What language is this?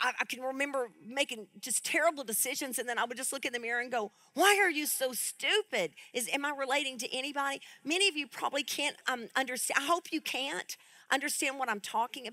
English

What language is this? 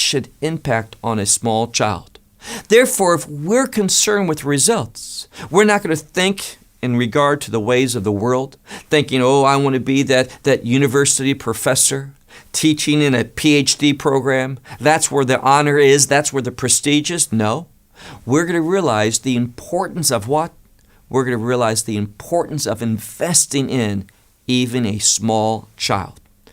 English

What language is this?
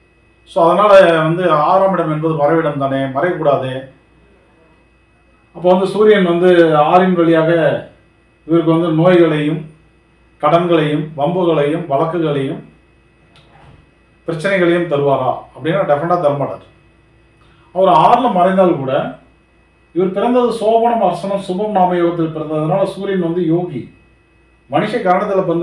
Tamil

